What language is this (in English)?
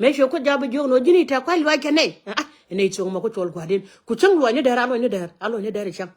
Nuer